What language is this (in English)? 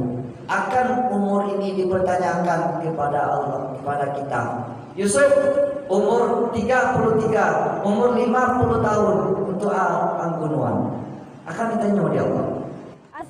Minangkabau